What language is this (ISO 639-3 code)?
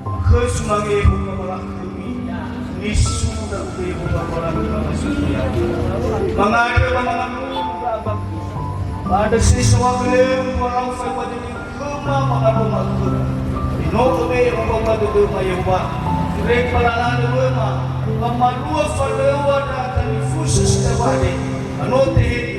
nia